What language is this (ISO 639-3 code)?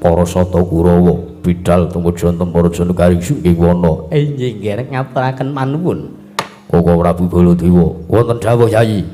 jav